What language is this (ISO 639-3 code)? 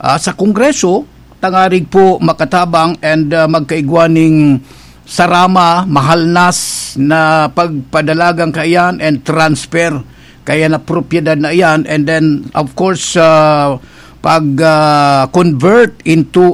bik